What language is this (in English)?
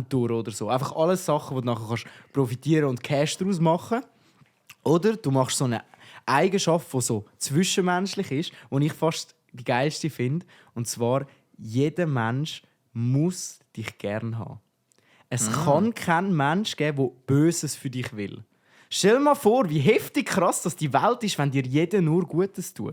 Swiss German